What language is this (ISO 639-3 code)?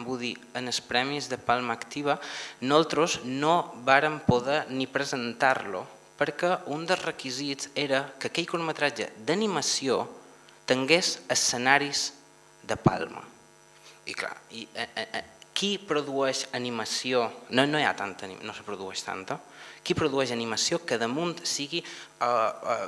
cat